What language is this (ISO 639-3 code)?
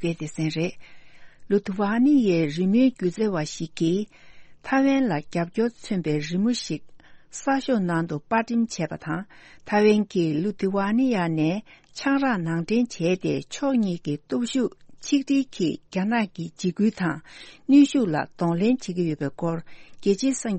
bod